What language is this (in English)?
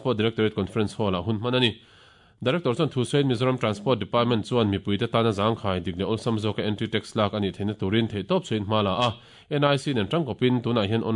Mizo